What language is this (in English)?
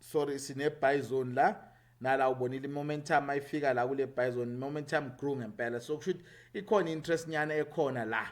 Zulu